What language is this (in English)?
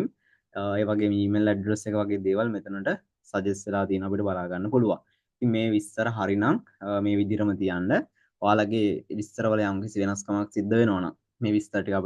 Sinhala